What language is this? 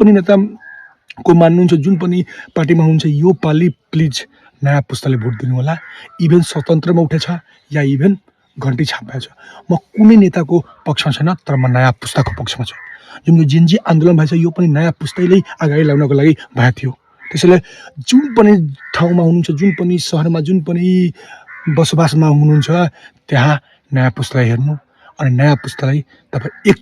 Nepali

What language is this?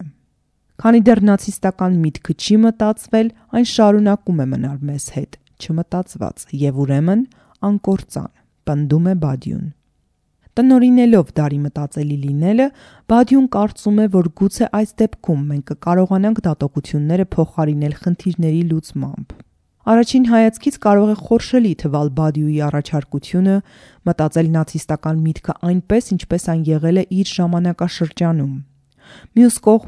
Armenian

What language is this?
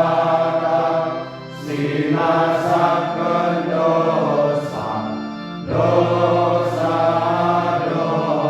Batak Karo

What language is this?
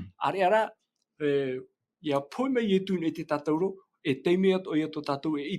Tahitian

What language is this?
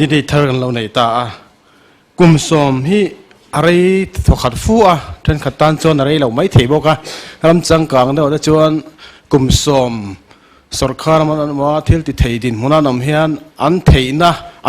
Mizo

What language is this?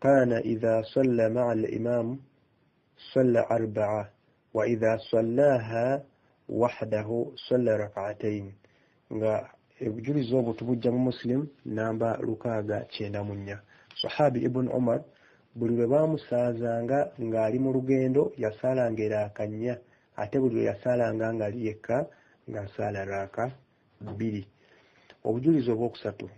Ganda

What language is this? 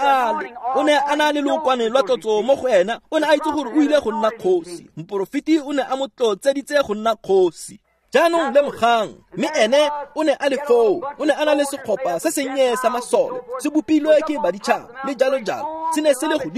Tswana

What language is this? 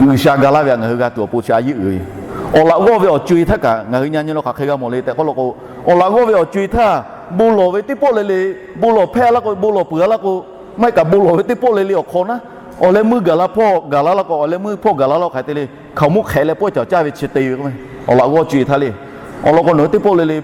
Lahu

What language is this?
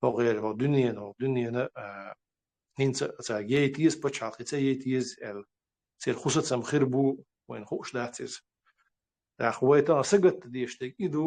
Chechen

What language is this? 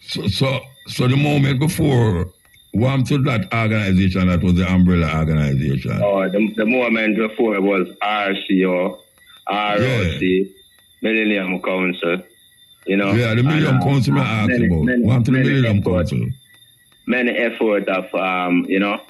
Jamaican Creole English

